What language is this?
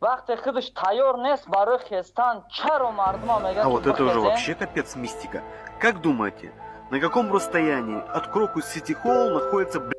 Tajik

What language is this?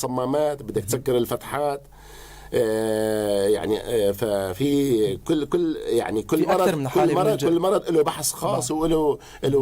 North Levantine Arabic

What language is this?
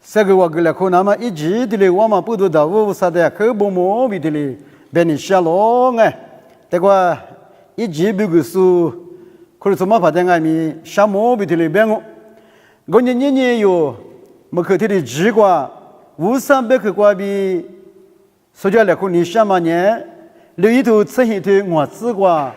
Lisu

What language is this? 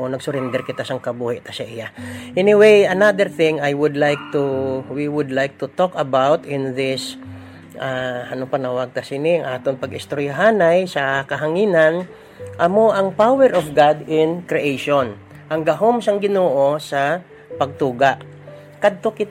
Hiligaynon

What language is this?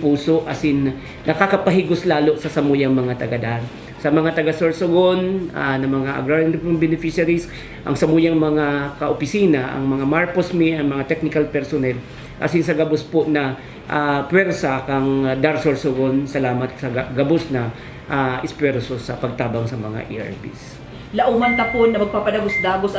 Bikol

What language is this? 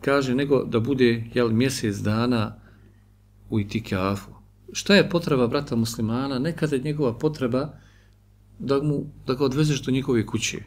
Bosnian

